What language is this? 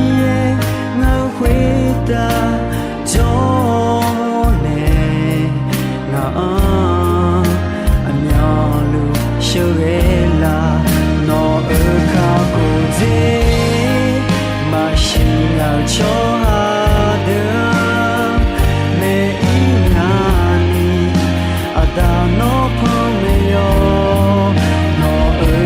Akha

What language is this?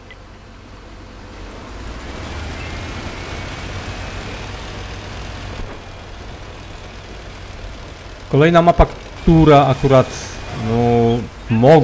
Polish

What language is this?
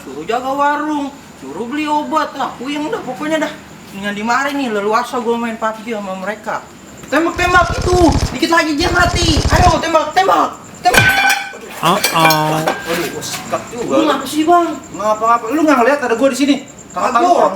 Betawi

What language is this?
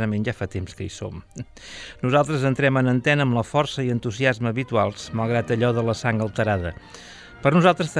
Catalan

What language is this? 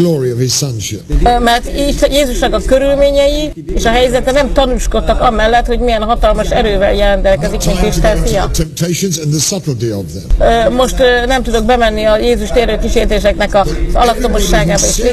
Hungarian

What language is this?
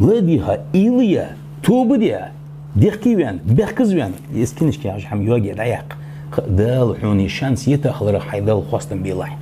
Ingush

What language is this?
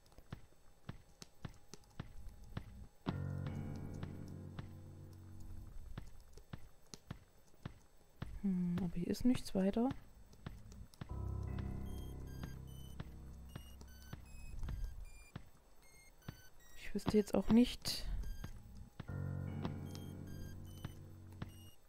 German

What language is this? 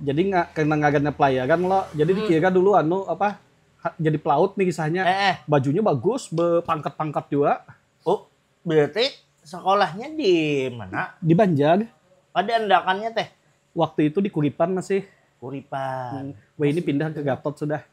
Banjar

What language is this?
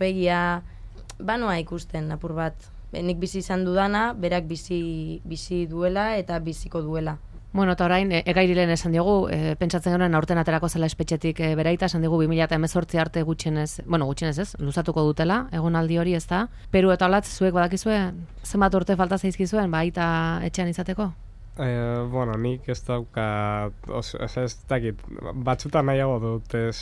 Basque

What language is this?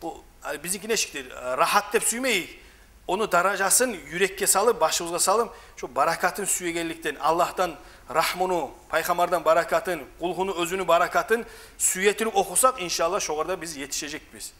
Kumyk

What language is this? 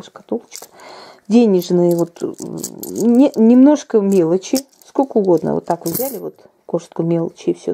Russian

